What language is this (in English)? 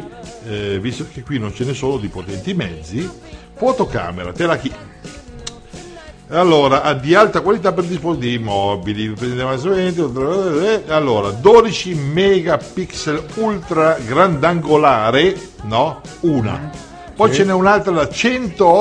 Italian